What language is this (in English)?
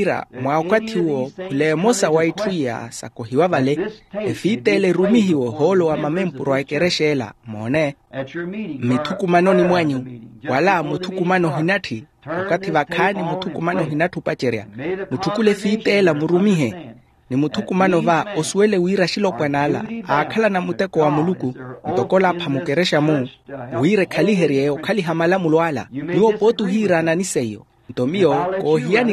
Makhuwa